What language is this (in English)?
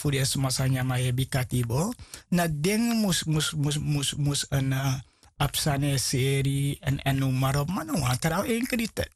Sranan Tongo